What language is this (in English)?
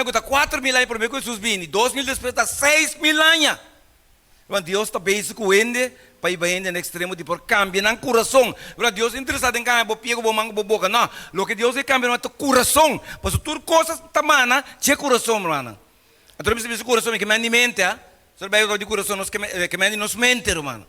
Papiamento